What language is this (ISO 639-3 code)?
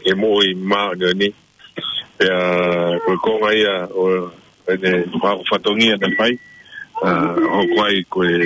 ton